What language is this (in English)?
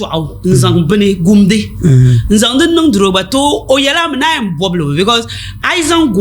Dagbani